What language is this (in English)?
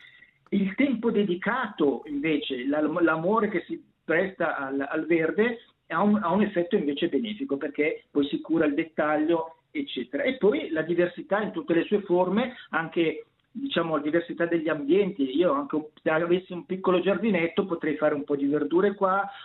Italian